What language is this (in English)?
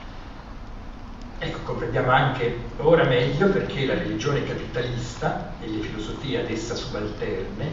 Italian